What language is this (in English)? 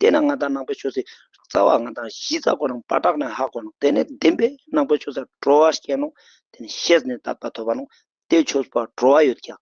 Ladakhi